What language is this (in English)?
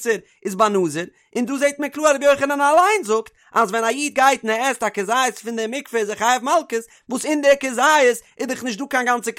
Yiddish